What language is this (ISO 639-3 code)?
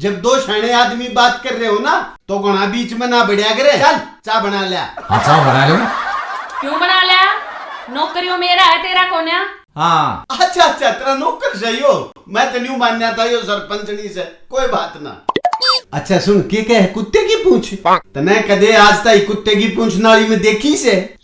bgc